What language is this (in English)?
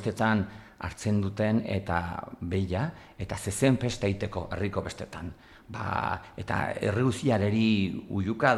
Basque